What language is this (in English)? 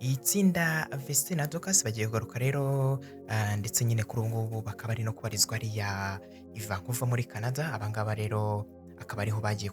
Kinyarwanda